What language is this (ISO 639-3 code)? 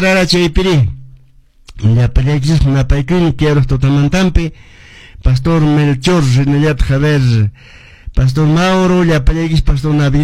que